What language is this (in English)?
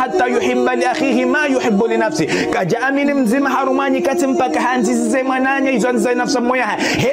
Ngazidja Comorian